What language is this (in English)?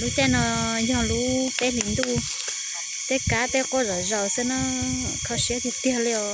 Hmong